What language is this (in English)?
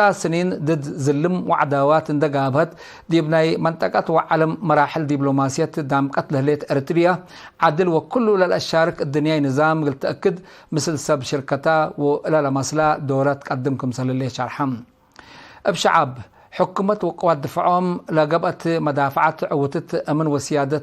Tigre